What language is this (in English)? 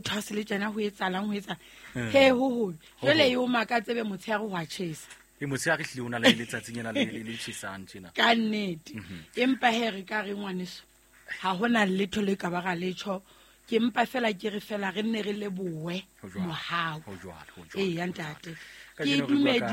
Southern Sotho